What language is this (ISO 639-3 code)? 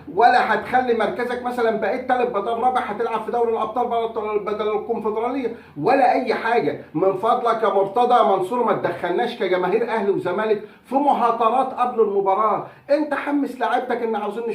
arz